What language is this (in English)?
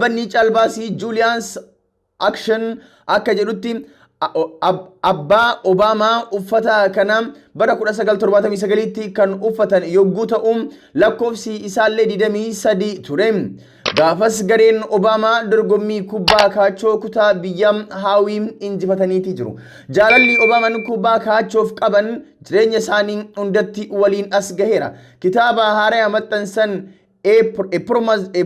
Oromo